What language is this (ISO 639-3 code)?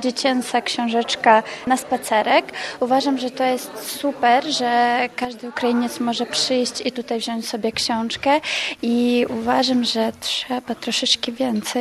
pol